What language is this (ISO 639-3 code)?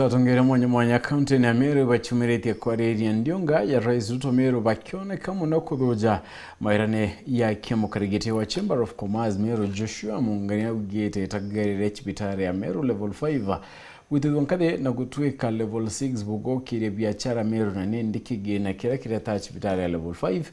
mer